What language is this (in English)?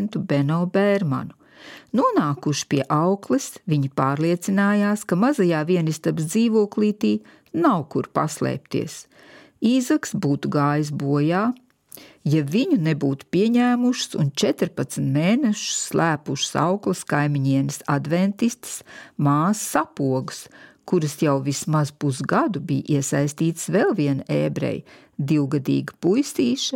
Latvian